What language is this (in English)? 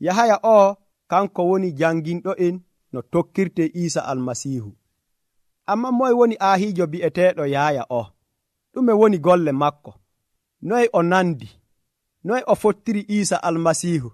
Nigerian Fulfulde